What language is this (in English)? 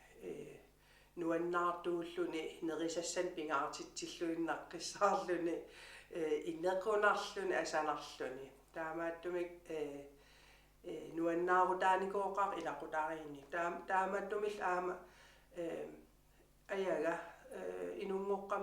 Kalaallisut